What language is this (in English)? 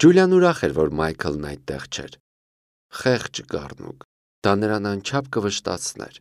Armenian